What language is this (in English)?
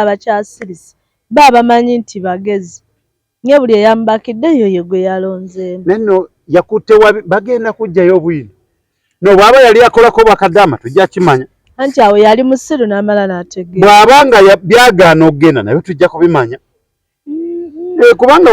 Ganda